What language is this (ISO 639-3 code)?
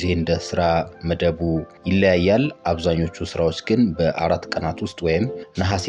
amh